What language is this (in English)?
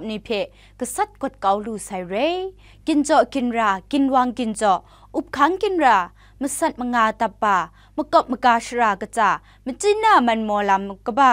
Kachin